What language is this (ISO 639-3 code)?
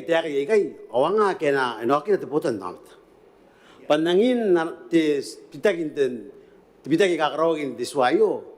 gil